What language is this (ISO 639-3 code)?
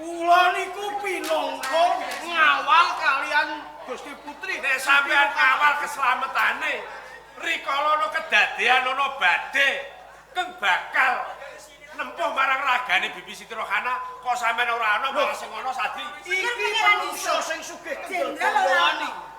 jav